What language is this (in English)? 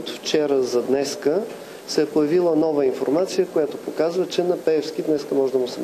Bulgarian